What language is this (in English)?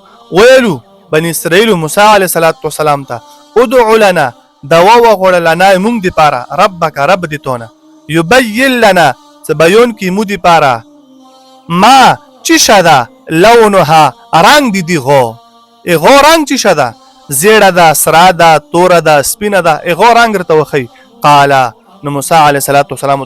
Pashto